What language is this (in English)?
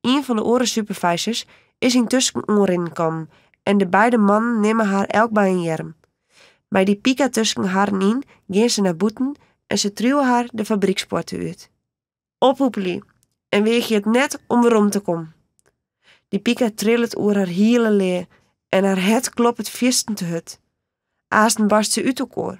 Western Frisian